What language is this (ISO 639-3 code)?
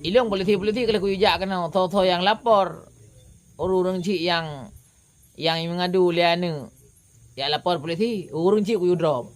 ace